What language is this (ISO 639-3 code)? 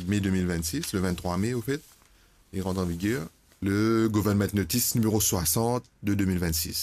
mfe